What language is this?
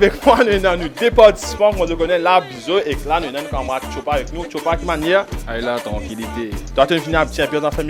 Morisyen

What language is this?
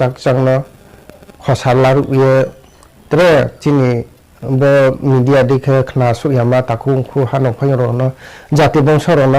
Riang (India)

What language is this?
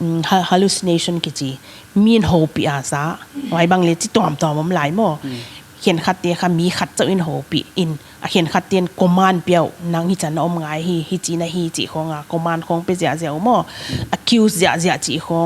Paite Chin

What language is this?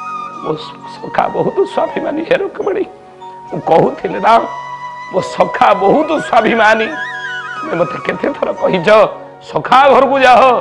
Odia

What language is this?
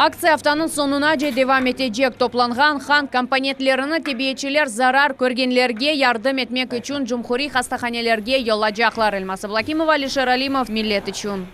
Crimean Tatar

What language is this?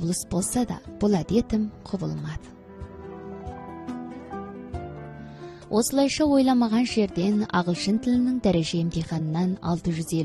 Kazakh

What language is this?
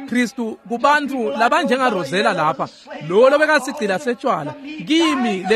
Swati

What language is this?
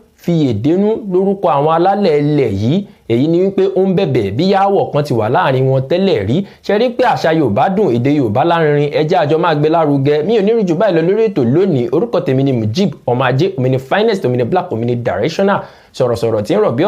Yoruba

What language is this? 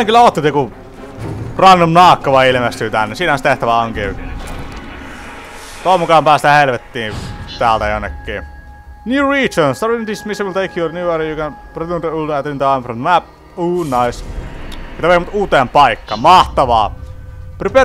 Finnish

